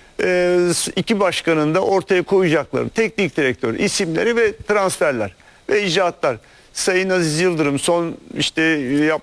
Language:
Turkish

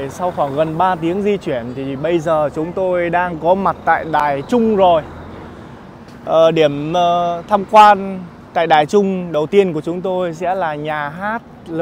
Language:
Vietnamese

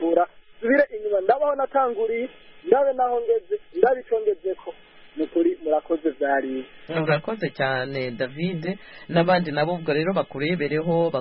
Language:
Kinyarwanda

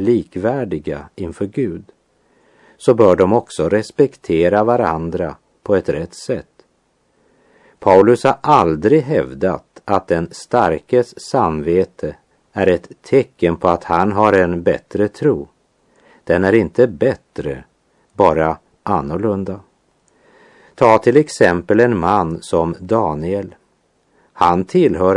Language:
Swedish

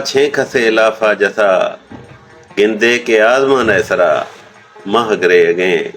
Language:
Eastern Balochi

